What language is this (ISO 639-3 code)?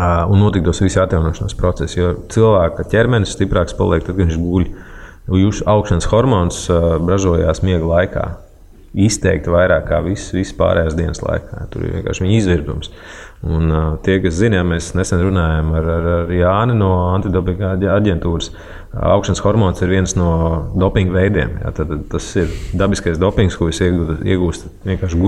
lav